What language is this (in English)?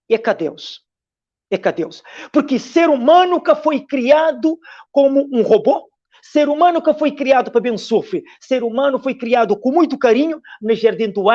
Kabuverdianu